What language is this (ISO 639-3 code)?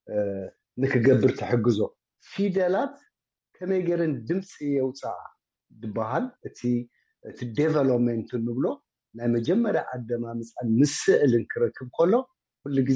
tir